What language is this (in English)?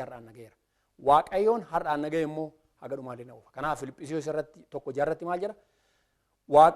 Oromo